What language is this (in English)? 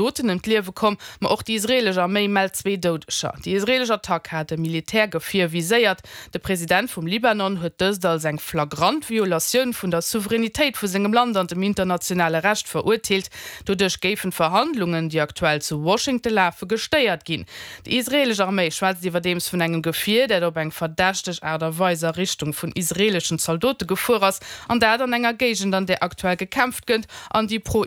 Luxembourgish